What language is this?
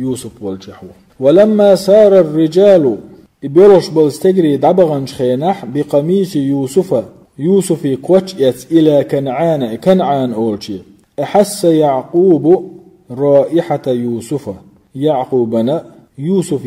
Chechen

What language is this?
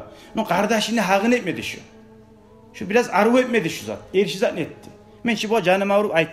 Kumyk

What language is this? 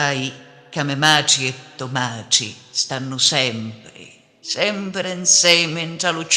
Sicilian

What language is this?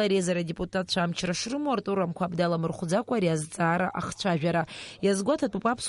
Abkhazian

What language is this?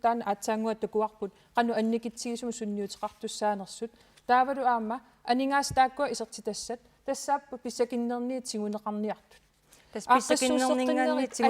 Kalaallisut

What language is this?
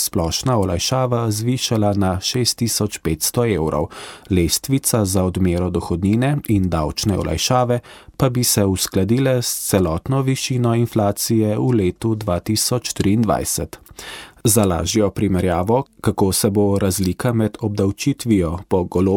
Slovenian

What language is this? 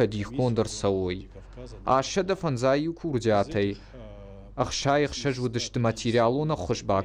Ossetic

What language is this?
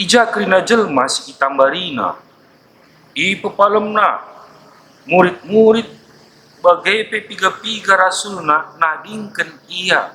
Batak Karo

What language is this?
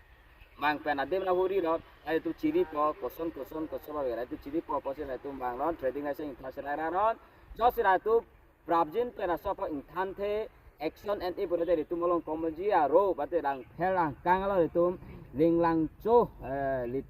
Karbi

